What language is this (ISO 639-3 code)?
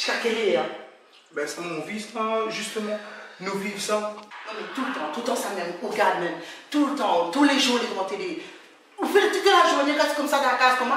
rcf